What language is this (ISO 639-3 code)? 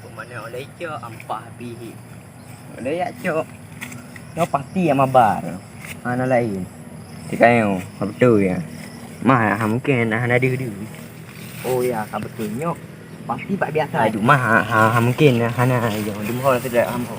ace